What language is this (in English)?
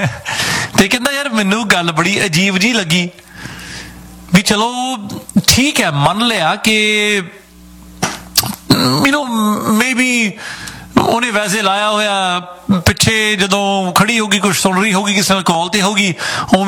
Punjabi